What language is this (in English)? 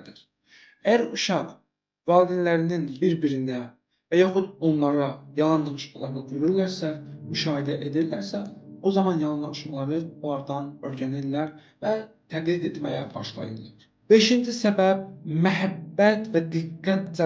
Azerbaijani